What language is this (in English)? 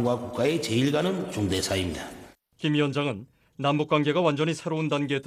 Korean